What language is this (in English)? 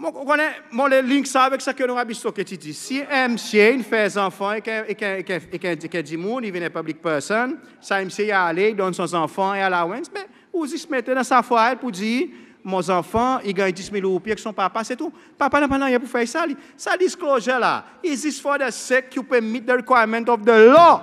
Seselwa Creole French